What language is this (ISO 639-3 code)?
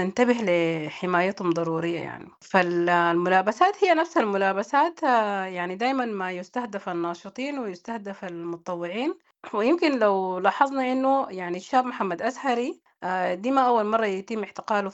apd